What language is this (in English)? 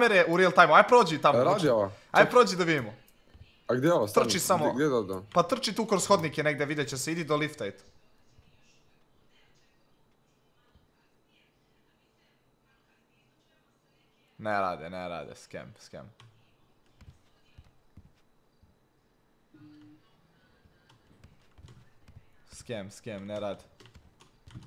Croatian